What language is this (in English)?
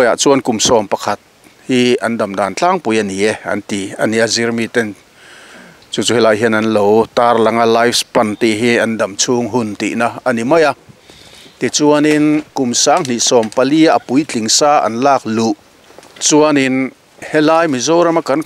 Mizo